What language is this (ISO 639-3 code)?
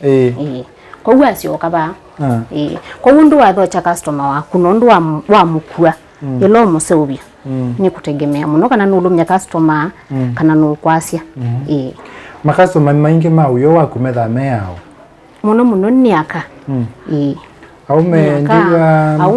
kam